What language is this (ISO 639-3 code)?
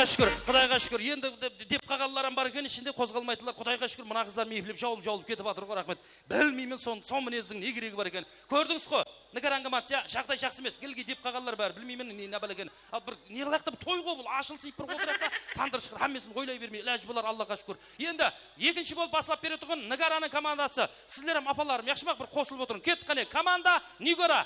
kaa